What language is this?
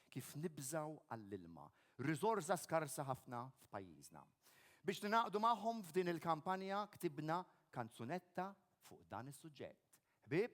Maltese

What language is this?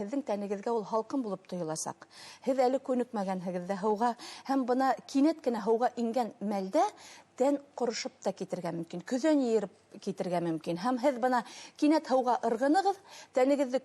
Bashkir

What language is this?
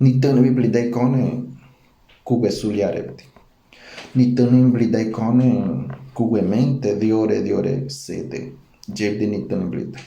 Ngäbere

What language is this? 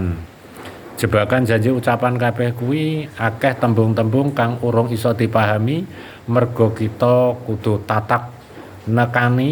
Javanese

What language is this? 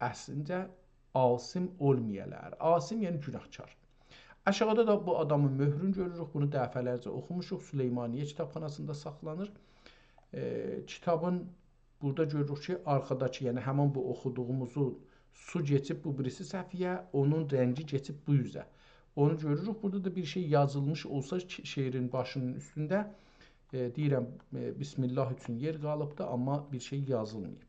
South Azerbaijani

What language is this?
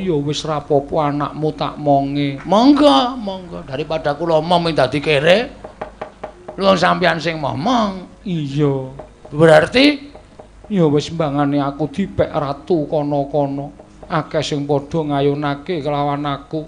Javanese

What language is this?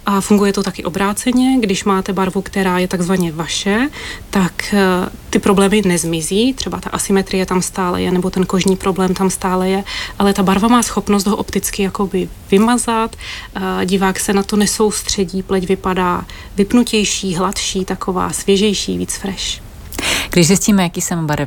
Czech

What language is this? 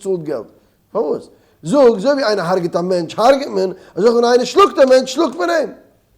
Yiddish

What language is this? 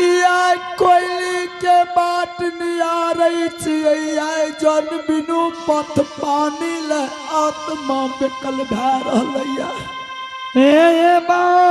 Angika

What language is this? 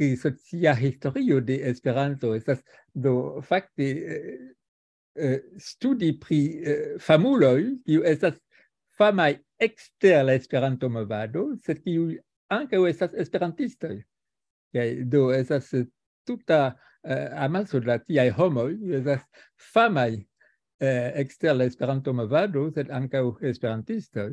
Esperanto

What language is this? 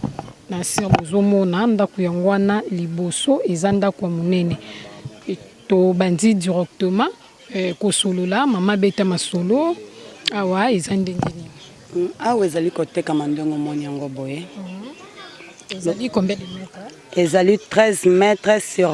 Lingala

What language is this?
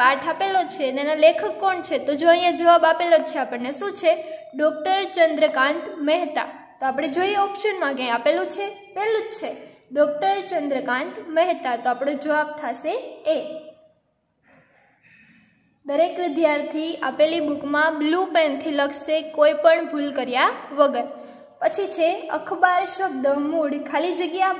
Gujarati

